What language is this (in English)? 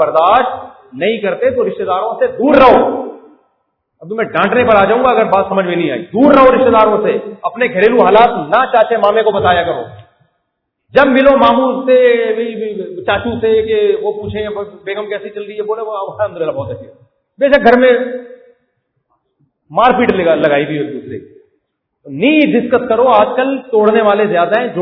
Urdu